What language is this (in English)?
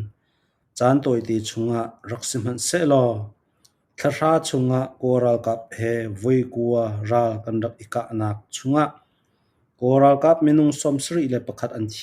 Falam Chin